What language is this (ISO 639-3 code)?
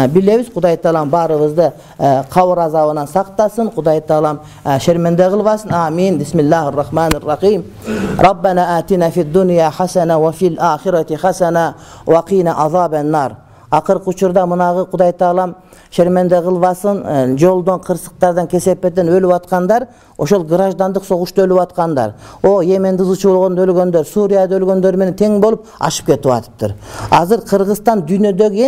kir